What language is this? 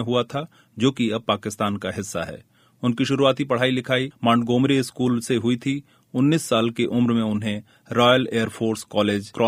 Hindi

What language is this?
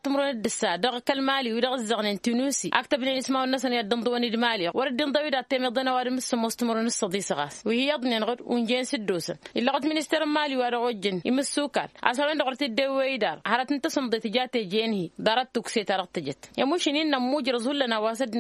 Tamasheq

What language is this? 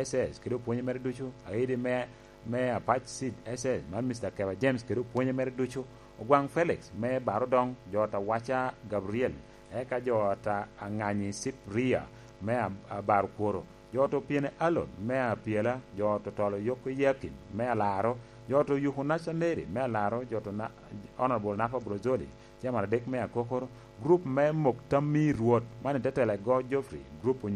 Lango (Uganda)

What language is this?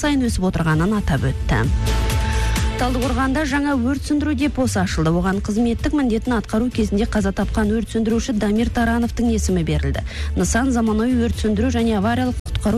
Kazakh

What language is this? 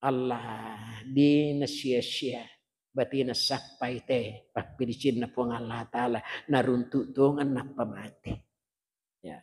Buginese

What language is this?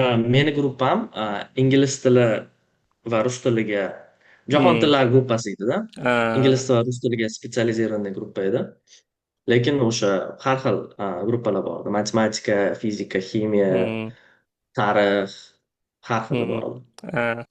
Uzbek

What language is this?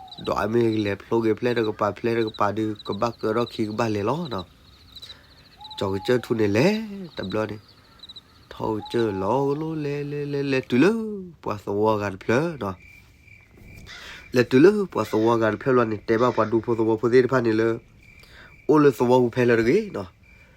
S'gaw Karen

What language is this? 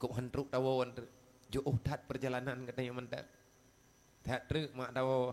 Achinese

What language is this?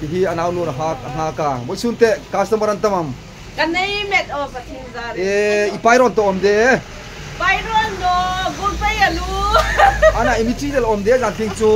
Hmar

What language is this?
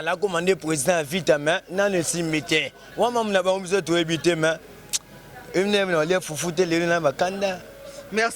Lingala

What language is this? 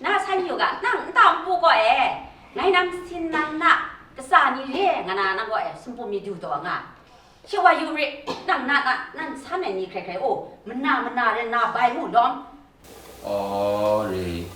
Kachin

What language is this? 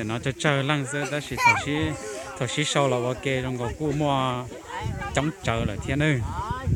Hmong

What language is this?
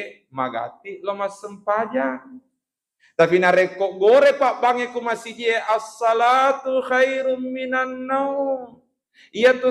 Buginese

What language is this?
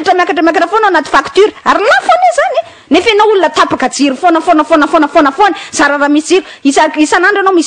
Malagasy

